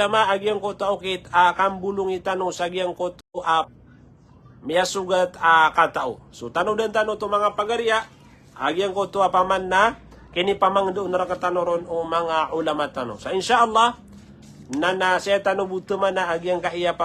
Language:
Maranao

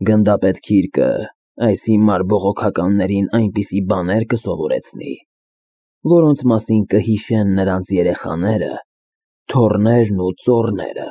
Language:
Armenian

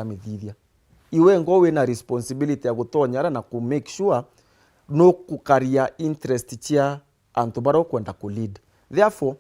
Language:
Meru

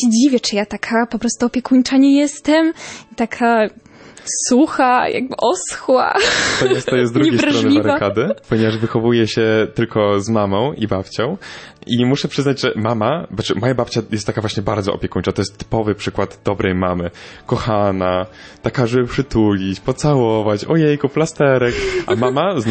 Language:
Polish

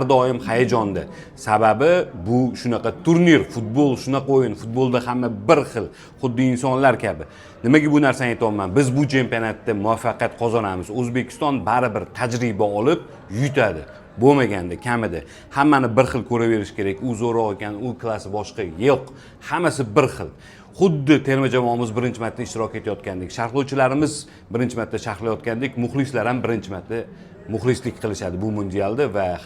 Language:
Uzbek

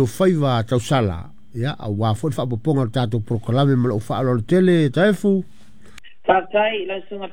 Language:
Samoan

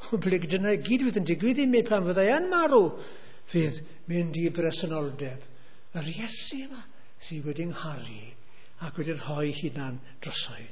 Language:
Welsh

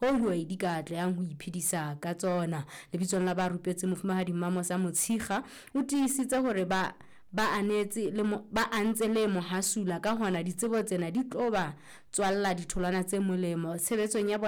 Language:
Southern Sotho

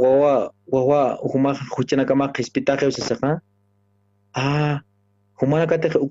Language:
Aymara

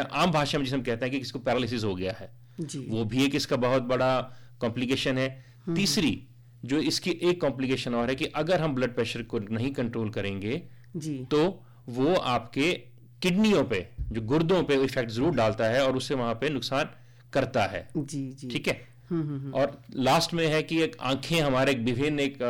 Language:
Hindi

